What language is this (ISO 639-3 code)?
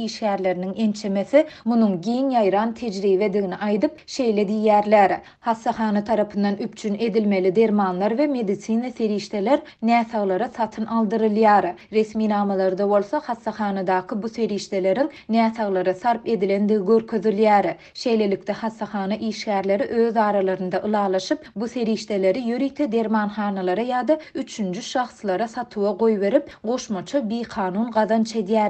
tuk